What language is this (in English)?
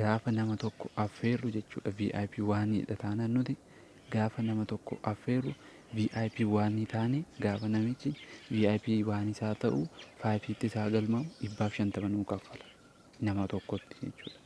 Oromo